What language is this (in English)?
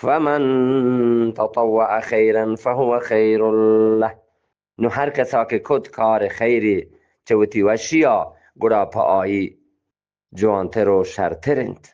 Eastern Balochi